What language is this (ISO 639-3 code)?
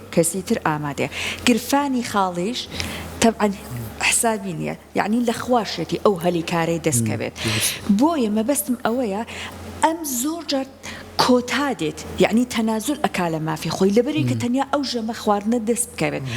ckb